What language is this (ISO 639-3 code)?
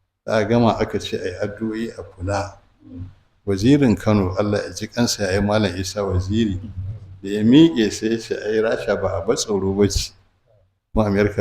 hau